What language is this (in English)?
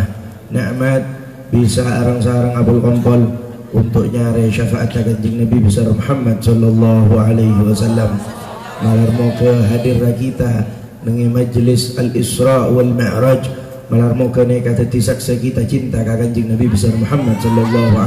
Madurese